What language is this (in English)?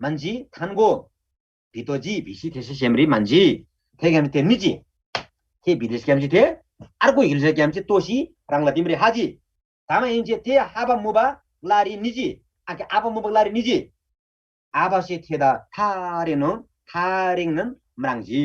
Eastern Tamang